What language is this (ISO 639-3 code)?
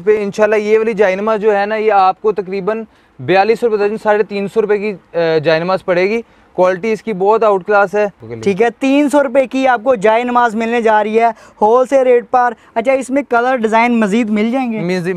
hin